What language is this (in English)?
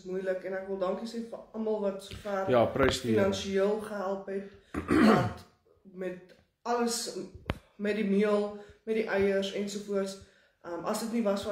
Afrikaans